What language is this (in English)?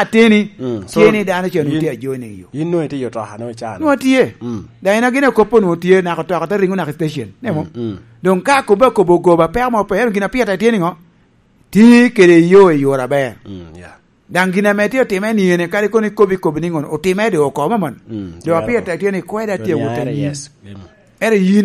Lango (Uganda)